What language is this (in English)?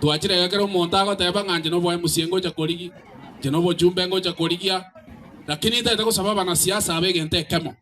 Gusii